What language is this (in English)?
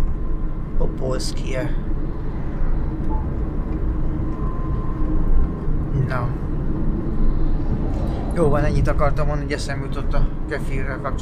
Hungarian